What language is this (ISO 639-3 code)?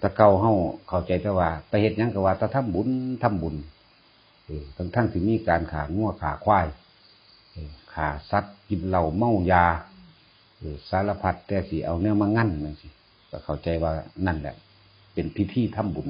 tts